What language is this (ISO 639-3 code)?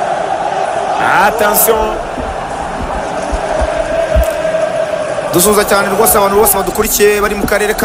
kin